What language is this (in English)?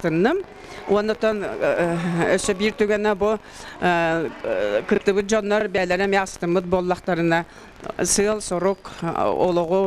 Yakut